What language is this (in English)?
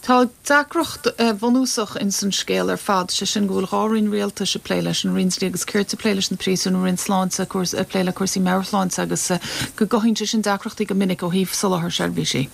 Irish